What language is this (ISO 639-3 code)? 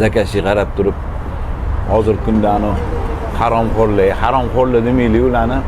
uzb